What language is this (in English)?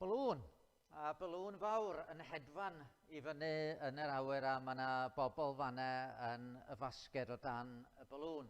Welsh